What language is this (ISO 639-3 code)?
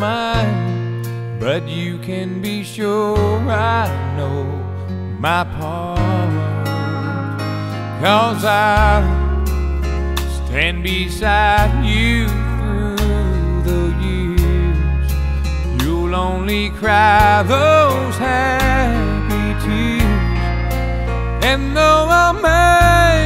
eng